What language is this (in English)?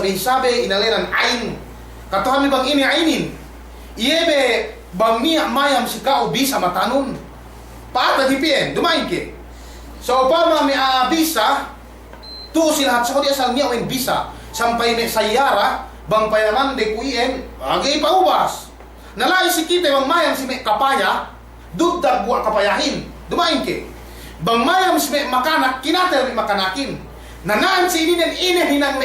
Yakan